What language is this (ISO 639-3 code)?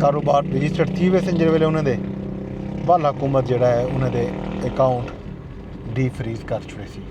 skr